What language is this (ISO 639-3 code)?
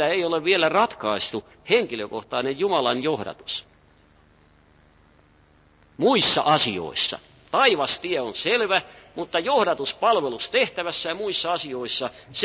fin